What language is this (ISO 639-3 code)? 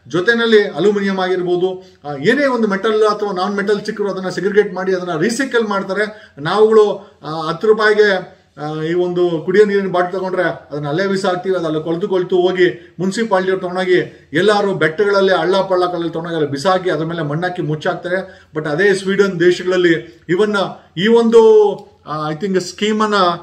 kan